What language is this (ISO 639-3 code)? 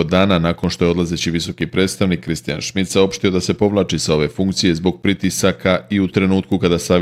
bos